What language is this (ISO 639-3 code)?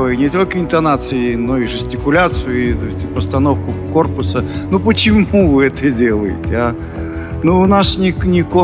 rus